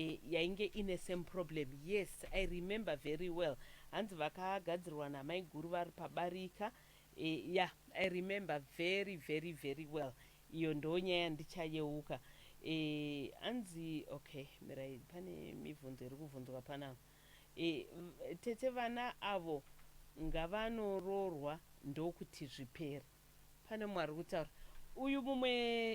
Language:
Shona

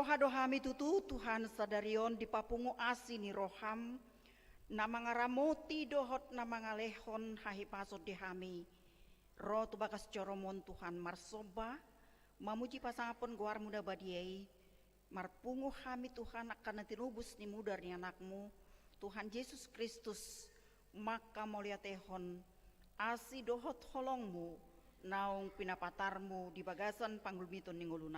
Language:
Batak Toba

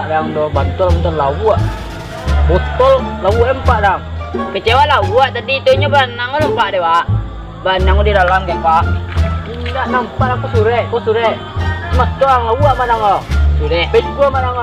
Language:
Minangkabau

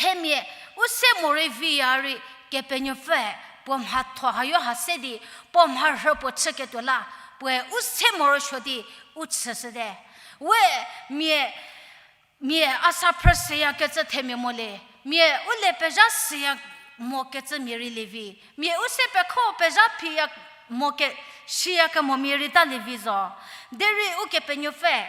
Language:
Angami Naga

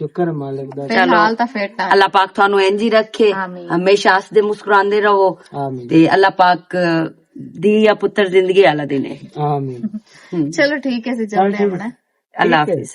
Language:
Western Panjabi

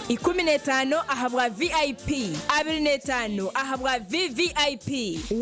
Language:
Nyankole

